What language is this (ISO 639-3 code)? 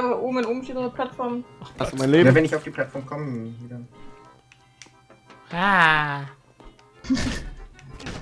deu